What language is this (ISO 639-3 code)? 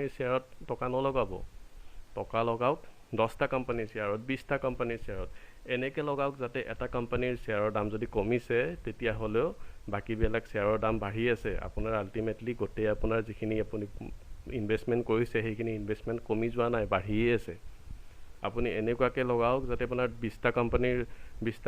asm